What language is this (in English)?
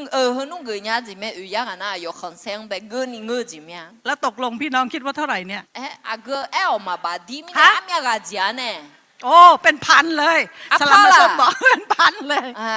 Akha